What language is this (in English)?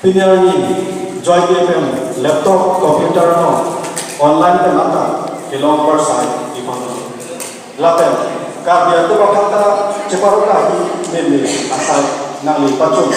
Karbi